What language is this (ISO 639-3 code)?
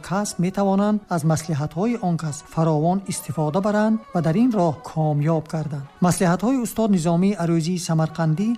tgk